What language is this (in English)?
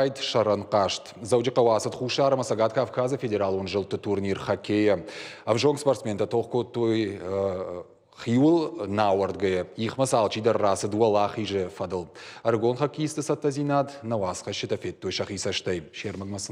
Ossetic